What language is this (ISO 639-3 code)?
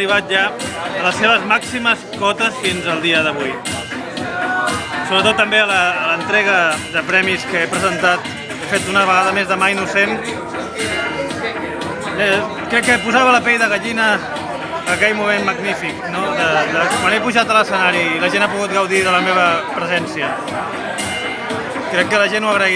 cat